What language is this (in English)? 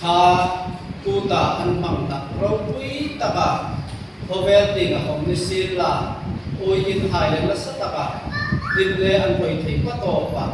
Hmar